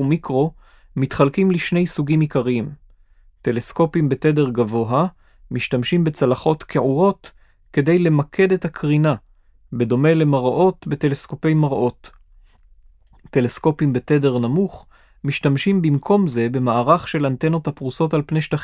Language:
Hebrew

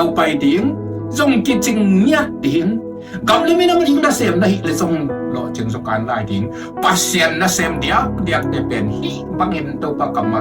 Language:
Tedim Chin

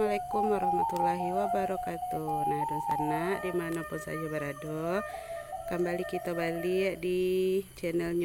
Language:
Minangkabau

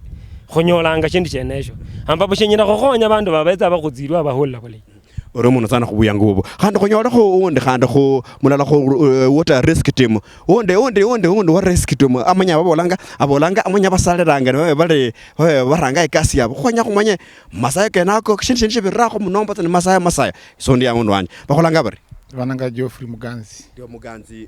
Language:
Luyia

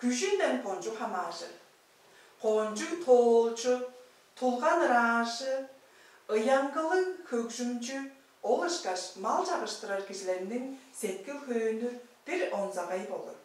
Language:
Tuvinian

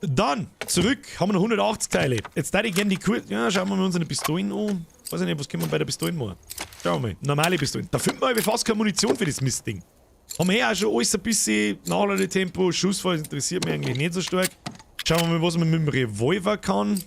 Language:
Bavarian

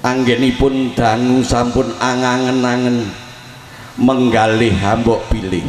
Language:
Javanese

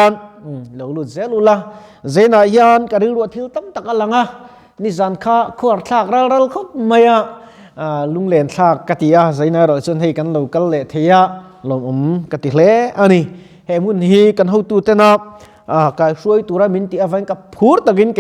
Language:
Mizo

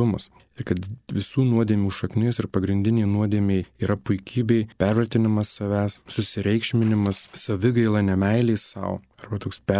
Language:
Lithuanian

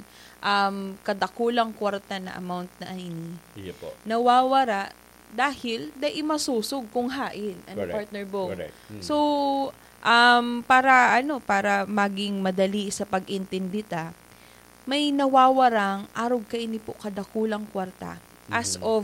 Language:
Bikol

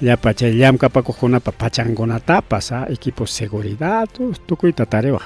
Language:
Ayacucho Quechua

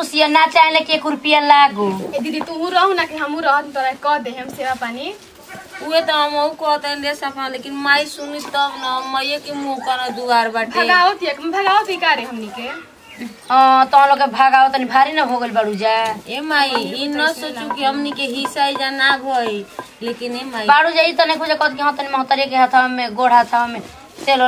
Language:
Bhojpuri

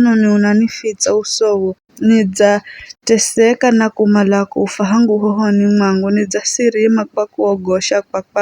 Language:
Giryama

